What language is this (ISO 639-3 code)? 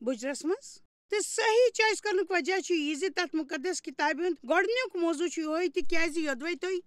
kas